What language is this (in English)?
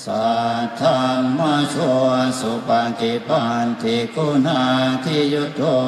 Pali